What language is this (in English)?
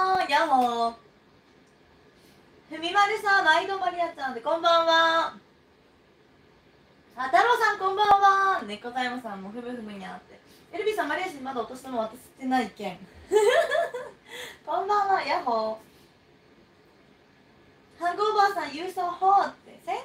Japanese